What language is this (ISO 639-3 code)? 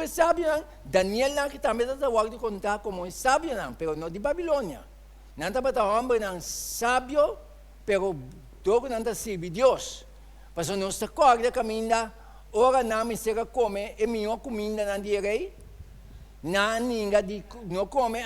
pap